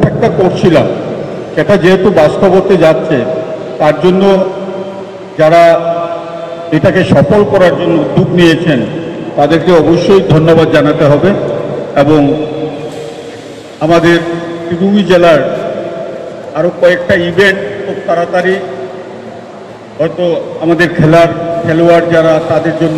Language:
Bangla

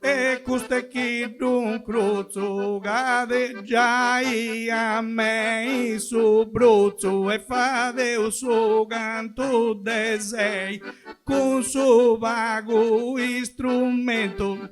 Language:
Sardinian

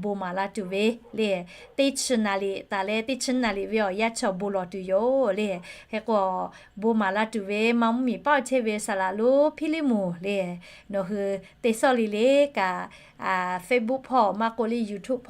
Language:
Lahu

